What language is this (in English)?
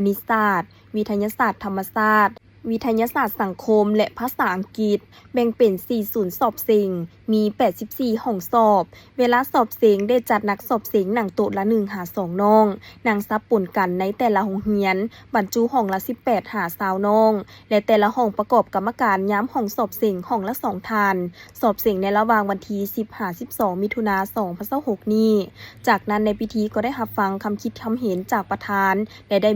Lao